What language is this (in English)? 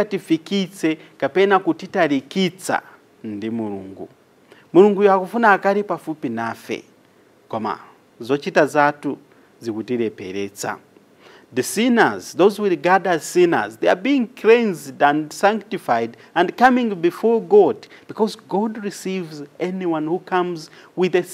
Nyanja